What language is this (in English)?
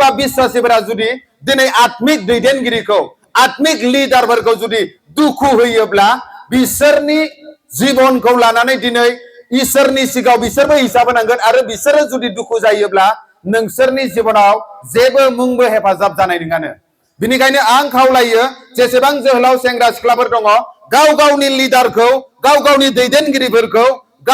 Bodo